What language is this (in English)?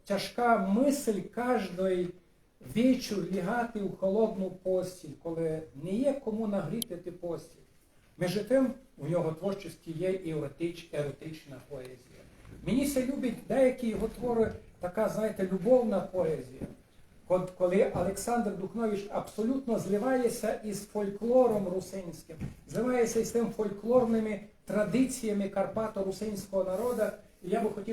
Rusyn